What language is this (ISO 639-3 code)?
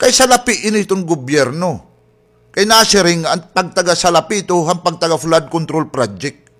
war